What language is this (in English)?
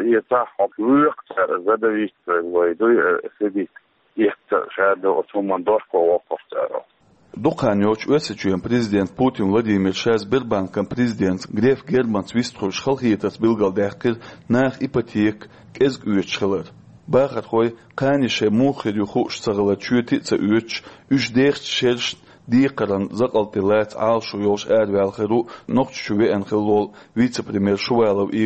Chechen